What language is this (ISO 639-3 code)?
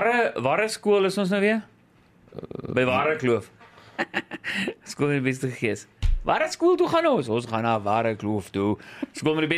afr